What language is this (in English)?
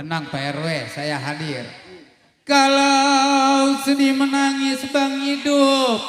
Betawi